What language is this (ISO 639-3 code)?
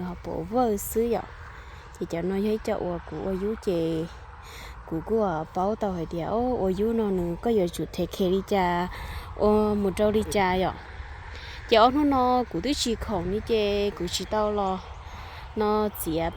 hmn